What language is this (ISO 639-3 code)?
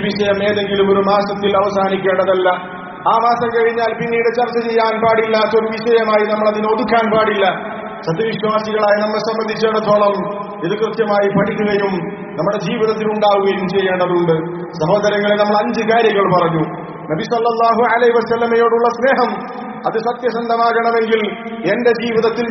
mal